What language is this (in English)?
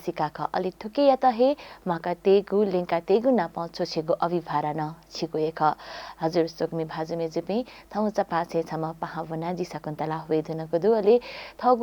Newari